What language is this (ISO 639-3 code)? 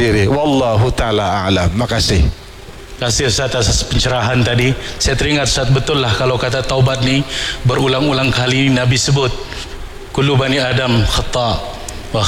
msa